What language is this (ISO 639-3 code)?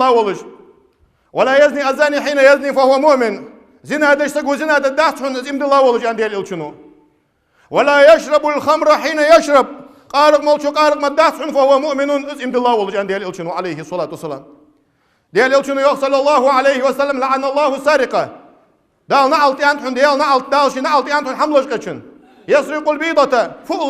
inh